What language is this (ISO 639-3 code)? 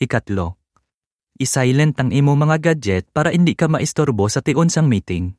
hil